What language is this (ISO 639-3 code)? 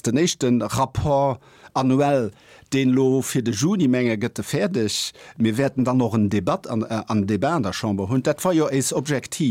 ltz